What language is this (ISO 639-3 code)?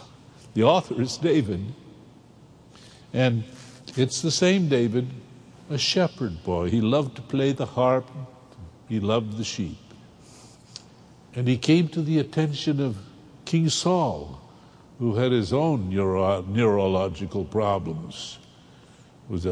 eng